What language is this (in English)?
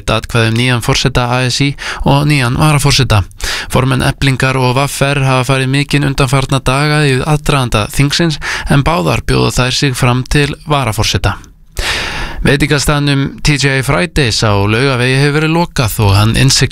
Icelandic